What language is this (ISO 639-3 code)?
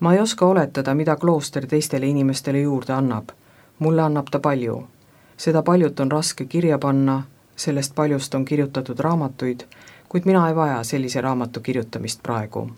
est